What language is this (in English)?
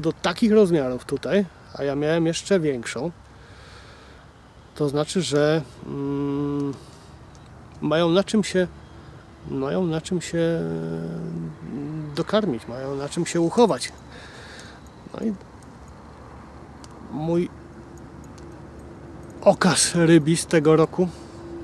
Polish